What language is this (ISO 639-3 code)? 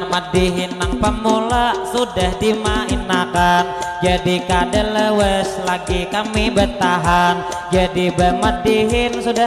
bjn